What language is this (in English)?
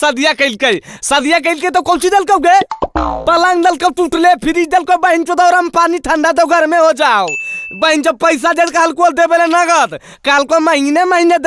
Magahi